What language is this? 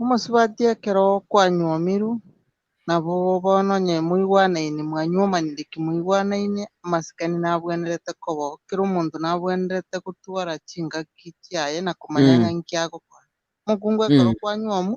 Gusii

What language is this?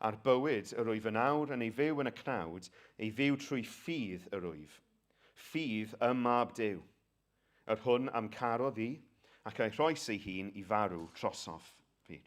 Welsh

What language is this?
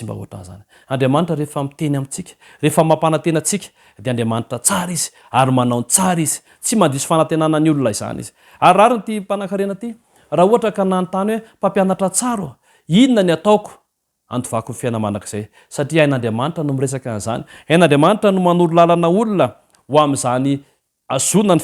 Malagasy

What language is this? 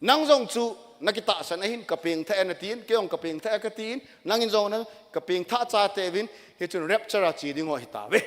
Thado Chin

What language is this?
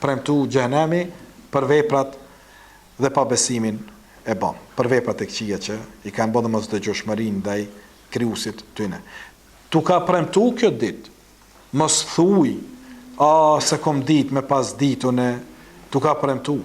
Albanian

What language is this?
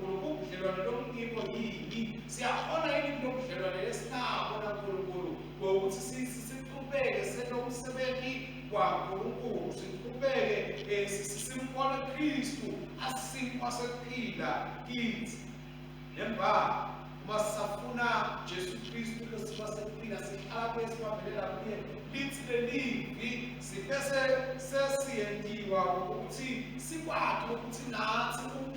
Swati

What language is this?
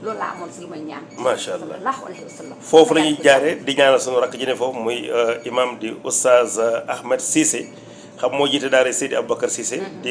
Wolof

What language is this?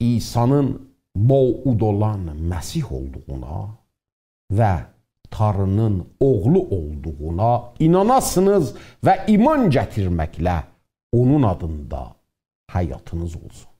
South Azerbaijani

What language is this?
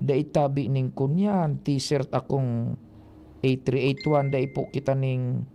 Bikol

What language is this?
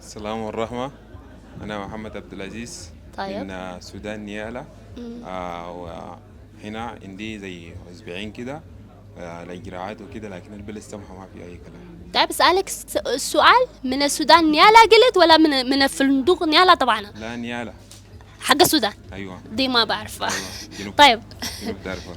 Sudanese Arabic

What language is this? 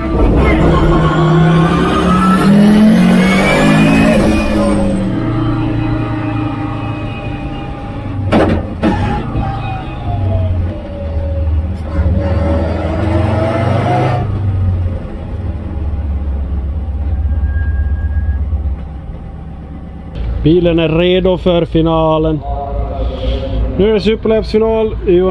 Swedish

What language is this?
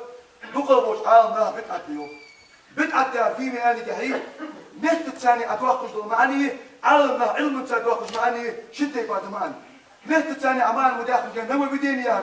Ingush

